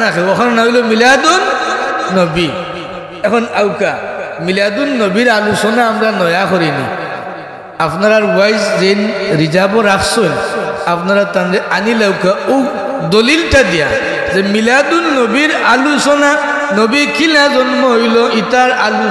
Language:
Sylheti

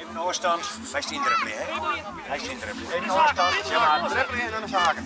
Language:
Western Frisian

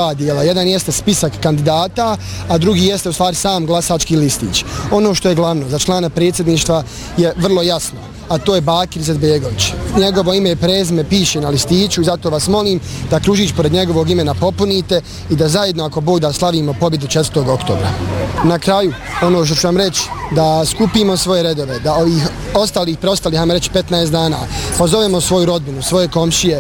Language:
Bosnian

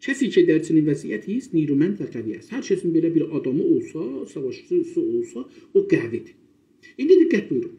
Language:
South Azerbaijani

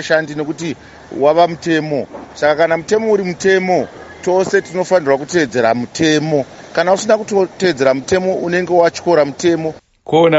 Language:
Shona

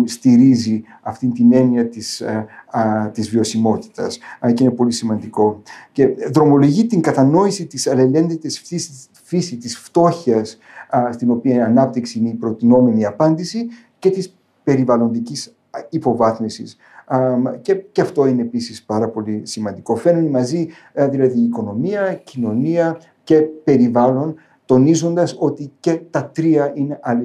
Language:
Greek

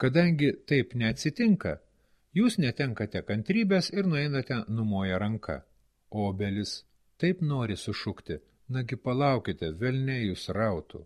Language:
Lithuanian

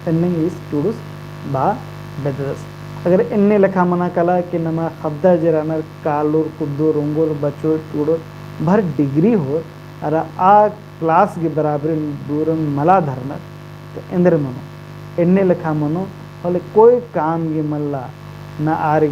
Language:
Kurukh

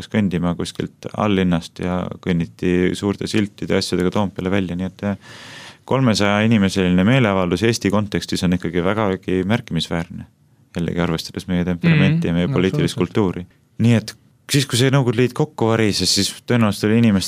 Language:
Estonian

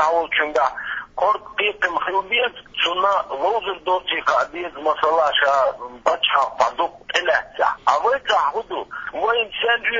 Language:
Chechen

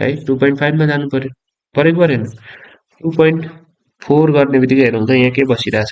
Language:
Nepali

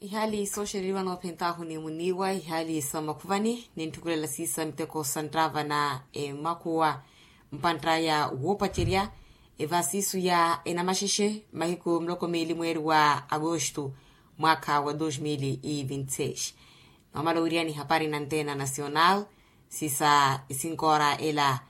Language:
Makhuwa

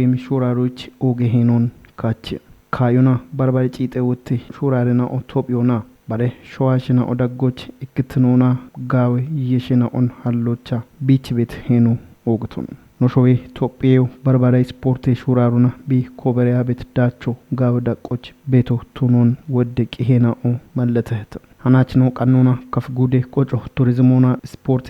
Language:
Kafa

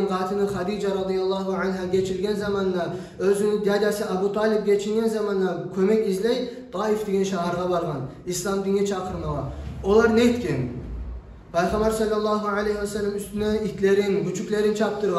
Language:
Kumyk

